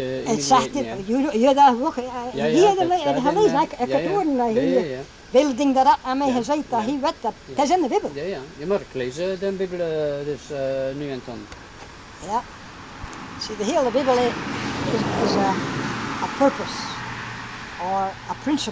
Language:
Dutch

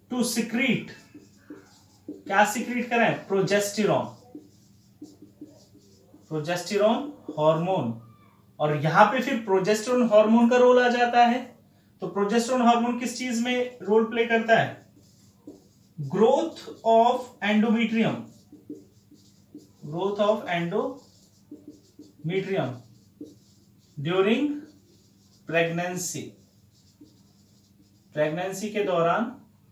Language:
Hindi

